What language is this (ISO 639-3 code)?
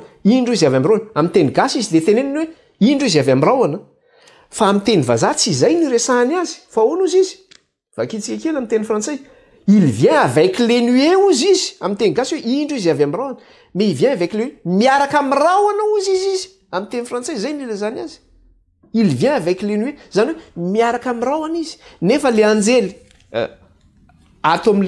mlg